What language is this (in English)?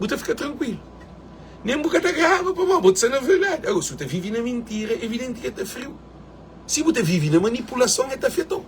Kabuverdianu